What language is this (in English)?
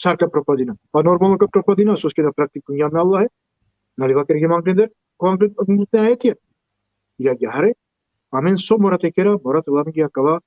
Balkan Romani